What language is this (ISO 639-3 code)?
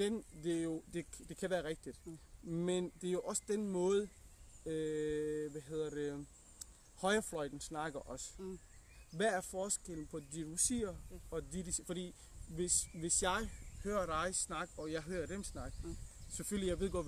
dan